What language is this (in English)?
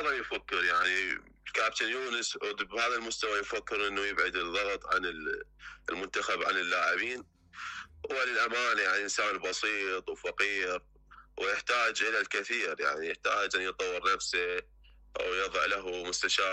Mesopotamian Arabic